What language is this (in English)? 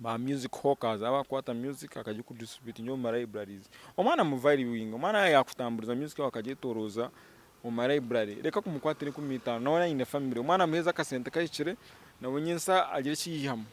Nyankole